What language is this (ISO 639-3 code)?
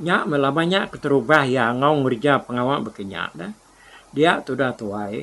iba